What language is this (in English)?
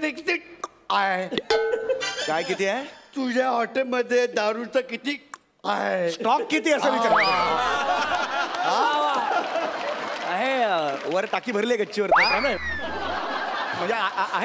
Marathi